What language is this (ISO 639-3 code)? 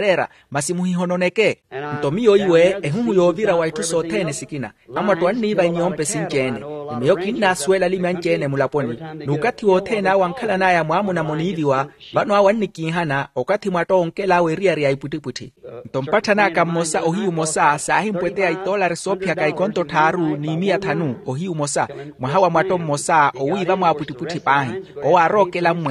vmw